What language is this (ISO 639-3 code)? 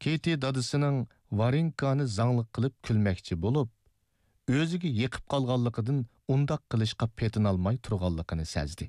uig